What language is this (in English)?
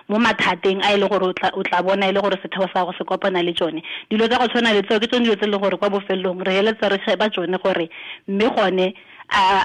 Tswana